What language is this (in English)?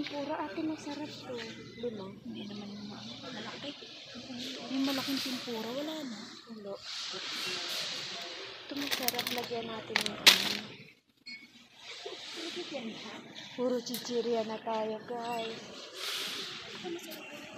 Filipino